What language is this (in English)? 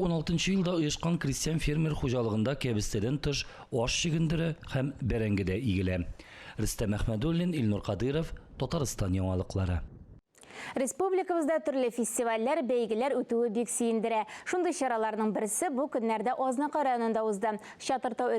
Tatar